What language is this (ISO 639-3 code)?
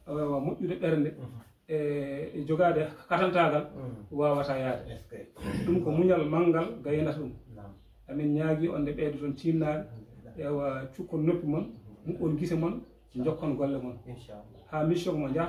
ful